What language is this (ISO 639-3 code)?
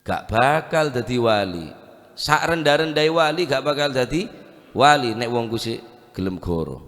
mad